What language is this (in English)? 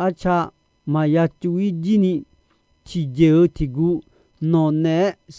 Akha